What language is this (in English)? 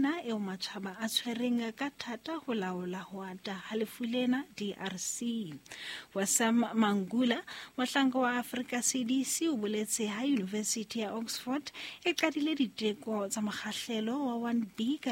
Southern Sotho